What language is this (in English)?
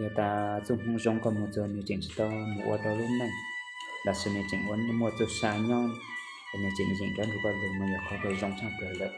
Hmong